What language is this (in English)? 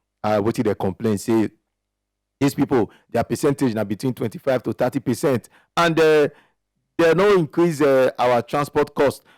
Nigerian Pidgin